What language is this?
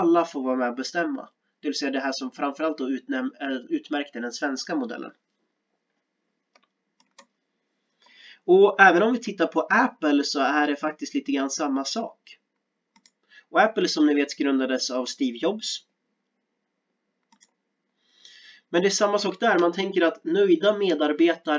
Swedish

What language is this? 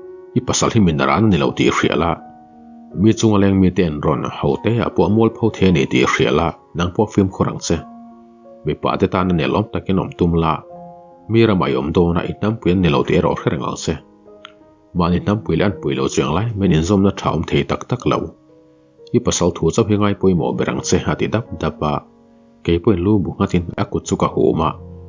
Mizo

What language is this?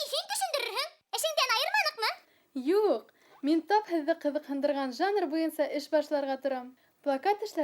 Bashkir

